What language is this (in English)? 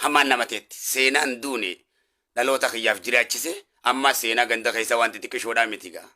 Oromo